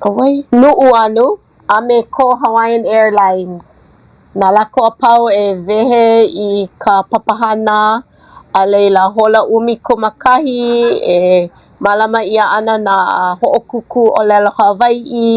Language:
Hawaiian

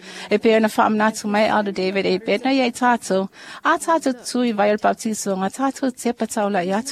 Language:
Samoan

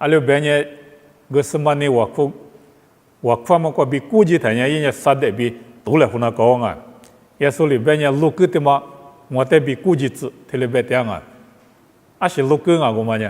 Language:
Lisu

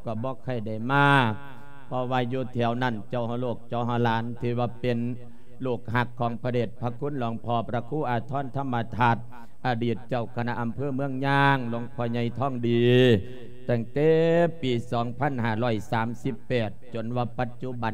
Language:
Lao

